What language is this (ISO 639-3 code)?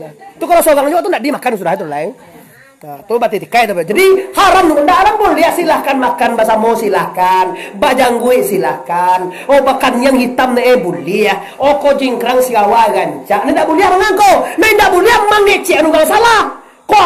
min